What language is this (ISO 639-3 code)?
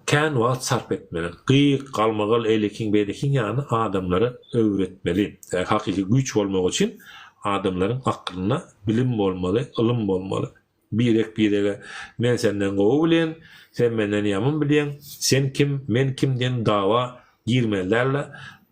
tuk